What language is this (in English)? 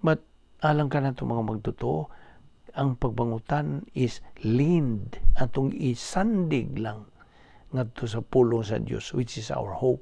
Cebuano